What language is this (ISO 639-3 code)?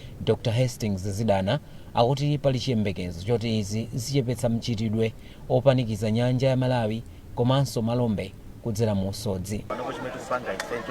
nya